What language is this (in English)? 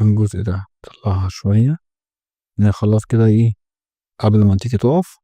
Egyptian Arabic